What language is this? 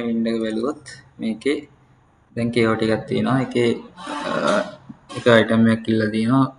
Sinhala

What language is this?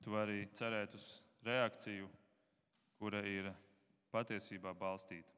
Latvian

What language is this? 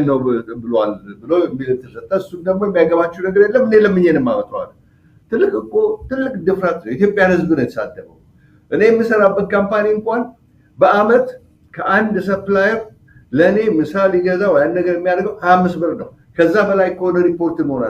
Amharic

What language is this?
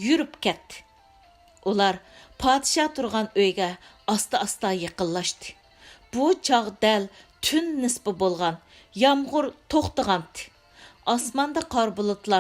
Uyghur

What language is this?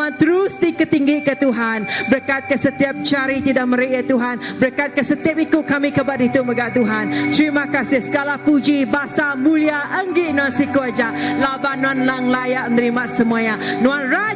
Iban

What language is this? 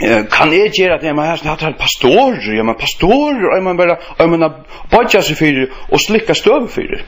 Faroese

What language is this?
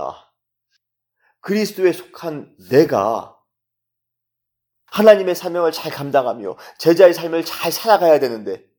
Korean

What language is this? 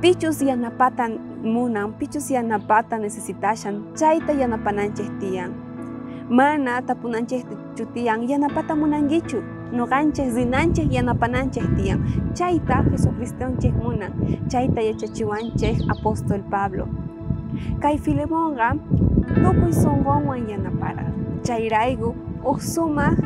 South Bolivian Quechua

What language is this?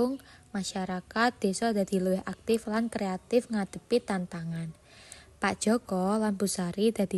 Javanese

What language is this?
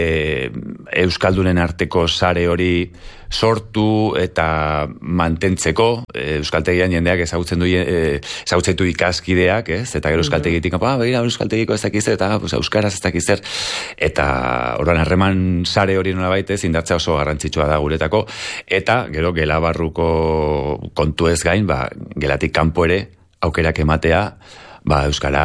Basque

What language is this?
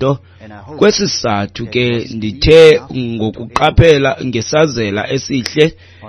Xhosa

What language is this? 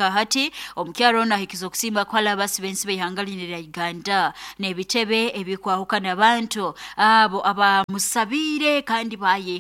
Nyoro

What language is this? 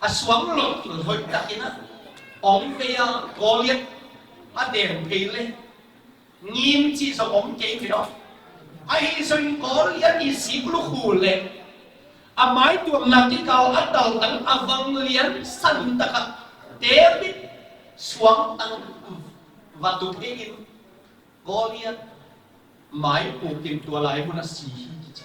Tedim Chin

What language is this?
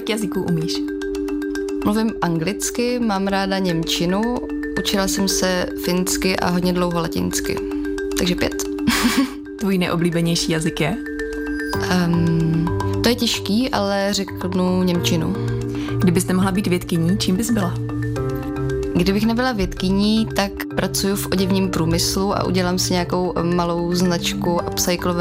Czech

